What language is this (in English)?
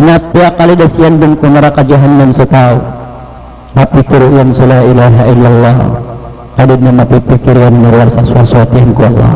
Maranao